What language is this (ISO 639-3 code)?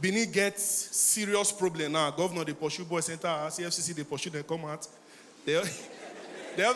pcm